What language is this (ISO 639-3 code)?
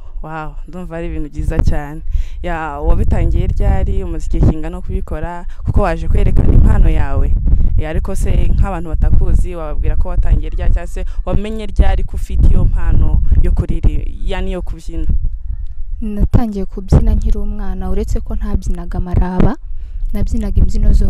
kin